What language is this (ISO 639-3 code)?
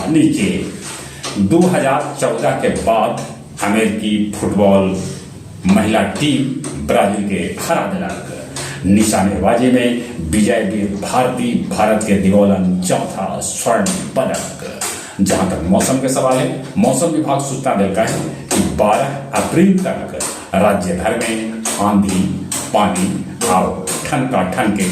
mag